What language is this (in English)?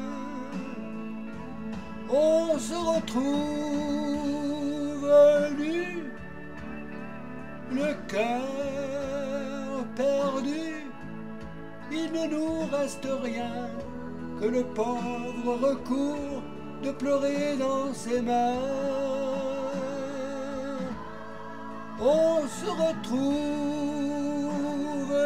French